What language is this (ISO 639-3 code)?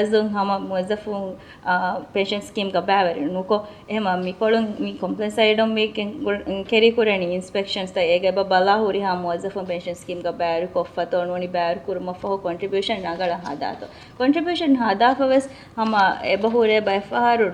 div